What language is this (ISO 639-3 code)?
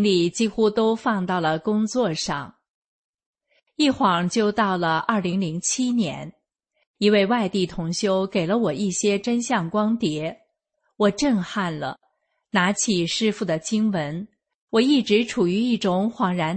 zho